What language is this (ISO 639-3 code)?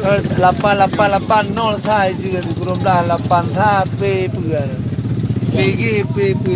ace